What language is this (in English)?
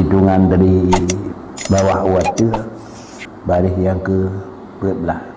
Achinese